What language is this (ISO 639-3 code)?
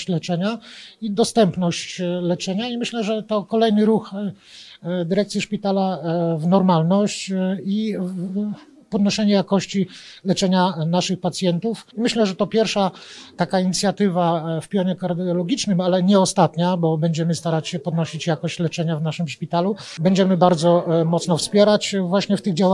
pol